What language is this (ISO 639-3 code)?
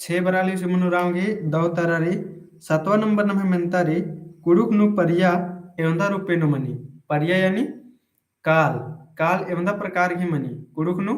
kru